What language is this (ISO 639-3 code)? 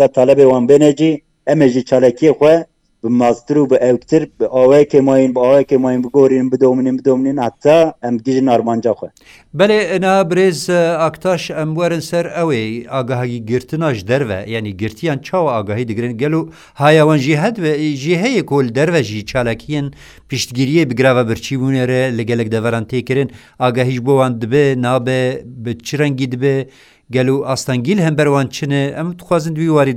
kur